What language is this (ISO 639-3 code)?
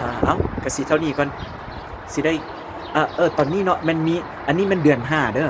lao